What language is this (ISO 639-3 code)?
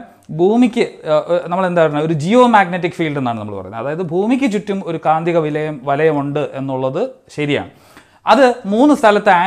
mal